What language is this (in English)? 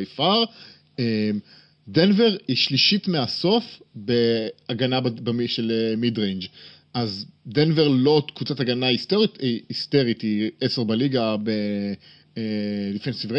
Hebrew